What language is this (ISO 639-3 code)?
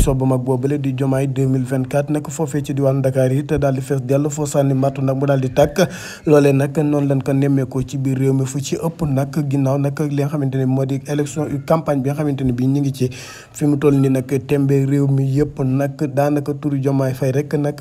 wol